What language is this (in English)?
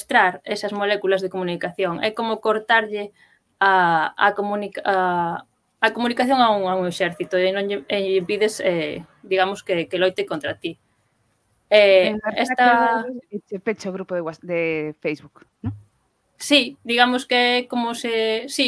Galician